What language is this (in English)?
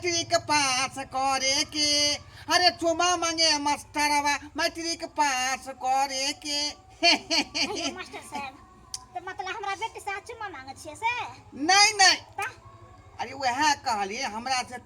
Maithili